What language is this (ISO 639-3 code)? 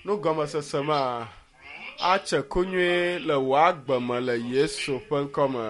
ewe